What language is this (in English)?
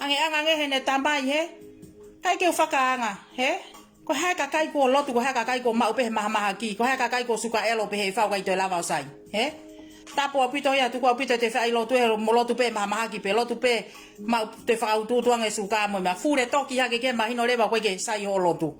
Tongan